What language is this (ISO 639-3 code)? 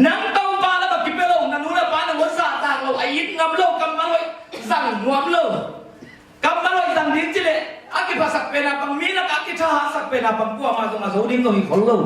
ctd